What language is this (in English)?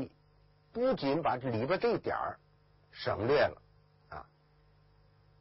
Chinese